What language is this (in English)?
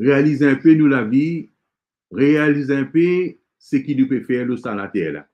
Morisyen